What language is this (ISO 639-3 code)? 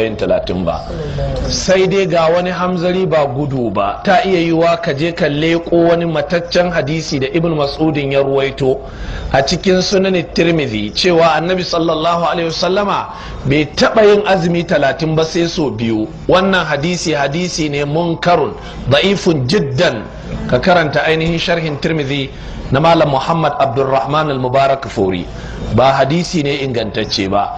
hau